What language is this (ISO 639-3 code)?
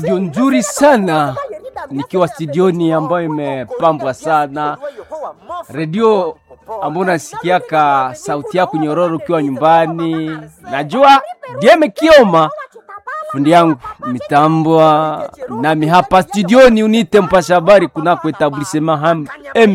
swa